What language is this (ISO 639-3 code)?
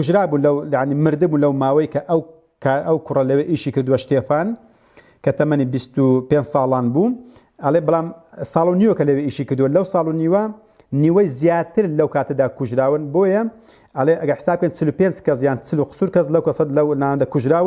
ckb